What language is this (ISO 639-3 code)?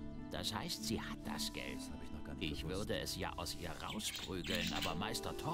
deu